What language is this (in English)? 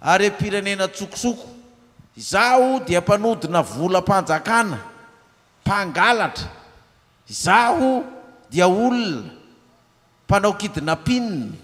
Malagasy